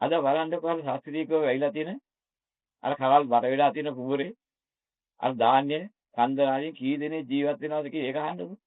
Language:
Sinhala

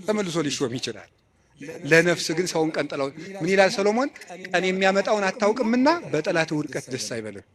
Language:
Amharic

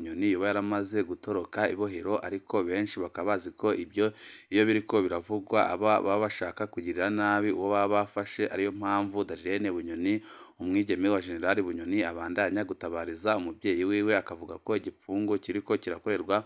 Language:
Rundi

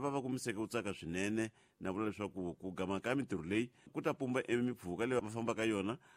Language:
Tsonga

